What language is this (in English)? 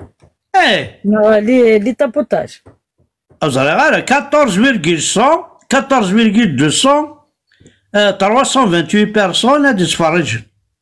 Kabyle